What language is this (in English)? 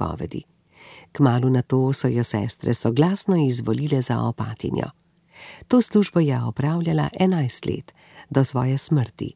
Slovenian